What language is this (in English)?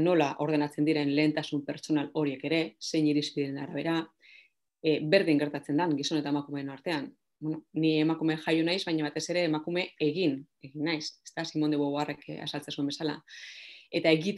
Basque